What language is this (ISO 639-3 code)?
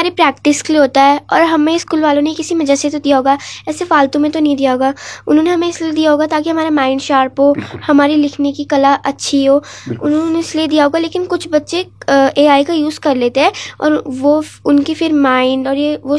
hin